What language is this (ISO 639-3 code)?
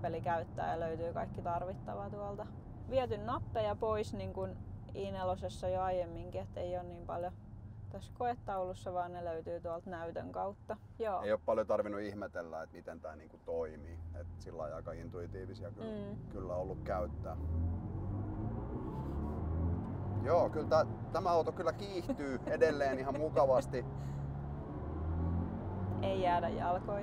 fin